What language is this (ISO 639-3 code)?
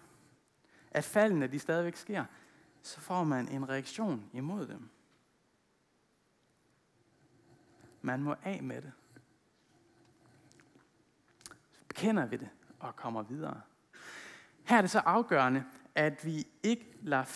dan